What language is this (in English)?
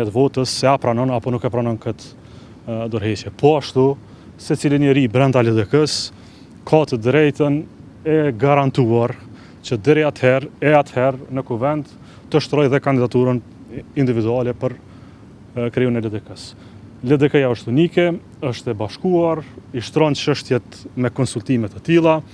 Albanian